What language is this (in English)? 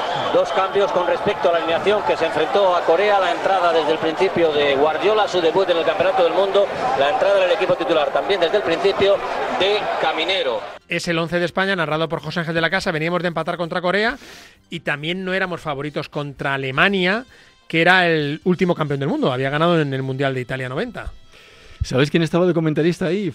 Spanish